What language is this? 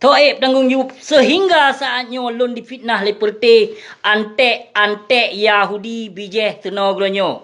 Achinese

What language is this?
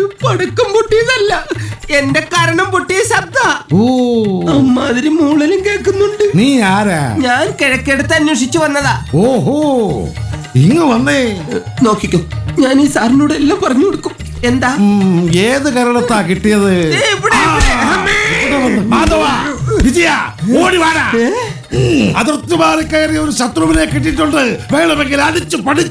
Malayalam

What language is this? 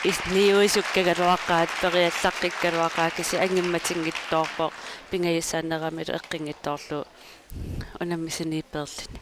Kalaallisut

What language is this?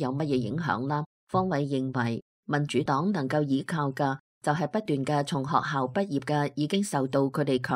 Cantonese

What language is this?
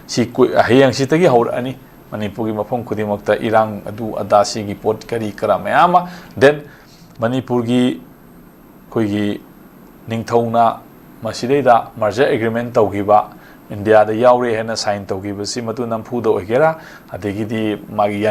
Manipuri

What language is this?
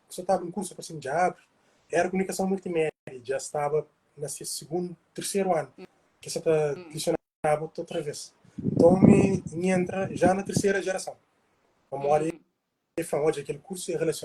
Kabuverdianu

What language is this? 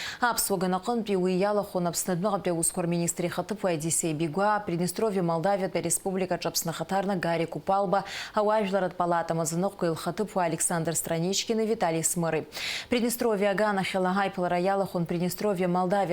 Abkhazian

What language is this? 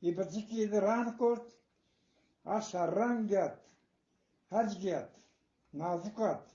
Eastern Balochi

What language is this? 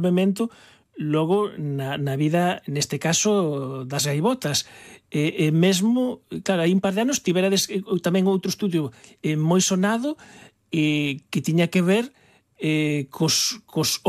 Galician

